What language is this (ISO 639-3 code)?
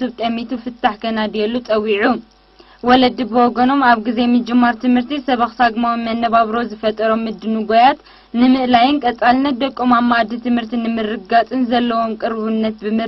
tir